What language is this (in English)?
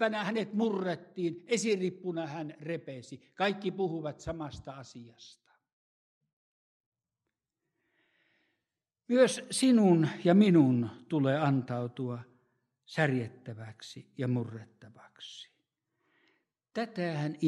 Finnish